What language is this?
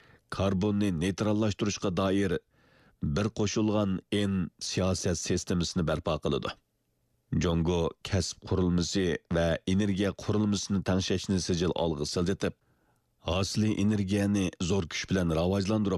Uyghur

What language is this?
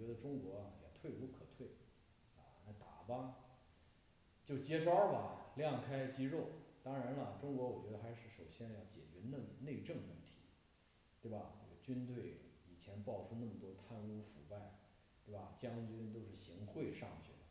Chinese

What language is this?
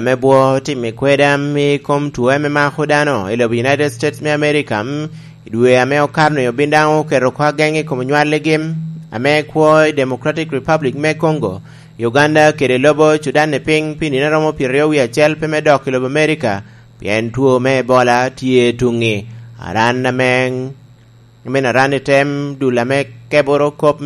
Lango (Uganda)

